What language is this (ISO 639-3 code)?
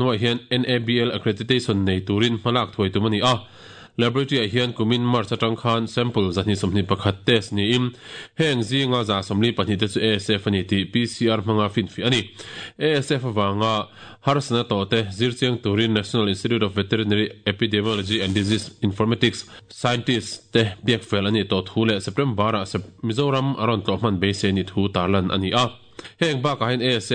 lus